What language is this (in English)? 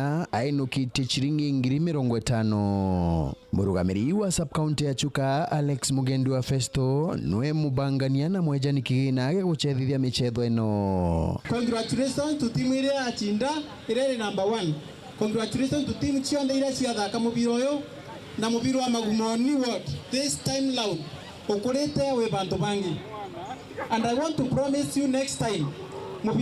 Meru